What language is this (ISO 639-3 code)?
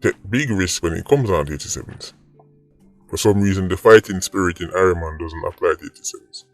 jam